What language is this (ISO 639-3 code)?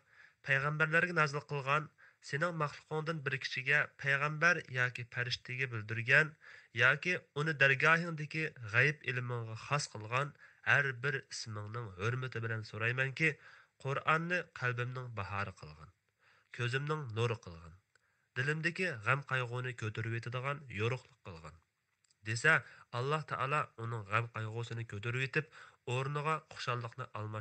uig